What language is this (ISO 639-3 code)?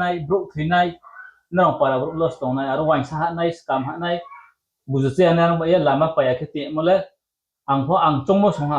ria